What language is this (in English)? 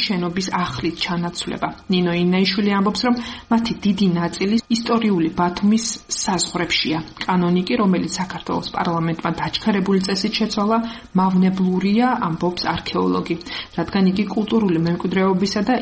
Georgian